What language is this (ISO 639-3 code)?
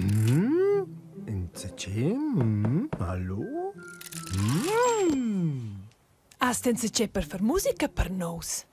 roh